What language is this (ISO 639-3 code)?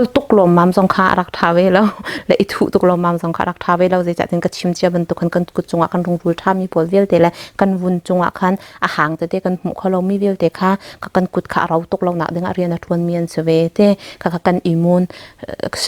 cnh